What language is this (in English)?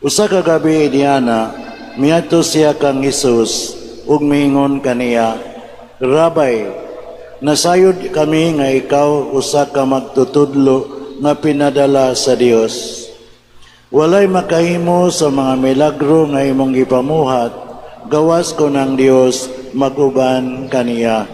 Cebuano